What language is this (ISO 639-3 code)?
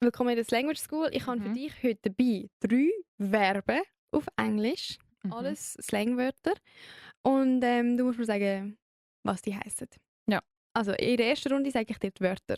gsw